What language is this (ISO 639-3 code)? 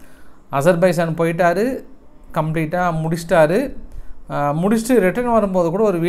tam